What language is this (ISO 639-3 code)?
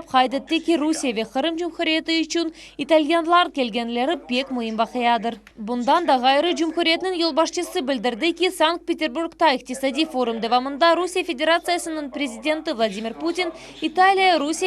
crh